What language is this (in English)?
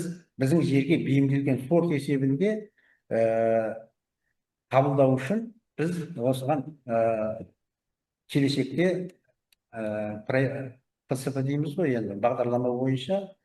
Kazakh